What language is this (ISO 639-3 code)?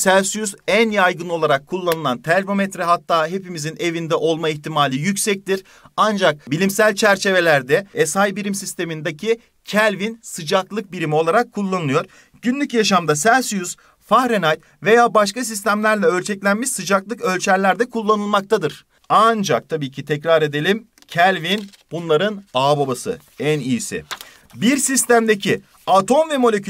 tur